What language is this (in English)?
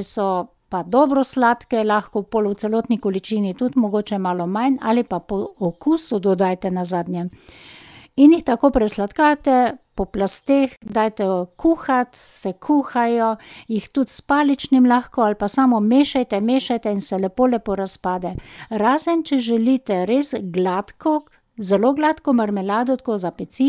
Slovenian